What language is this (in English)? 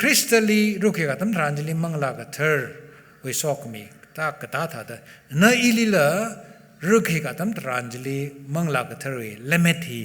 Tangkhul Naga (India)